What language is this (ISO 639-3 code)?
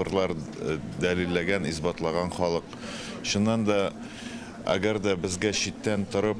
tat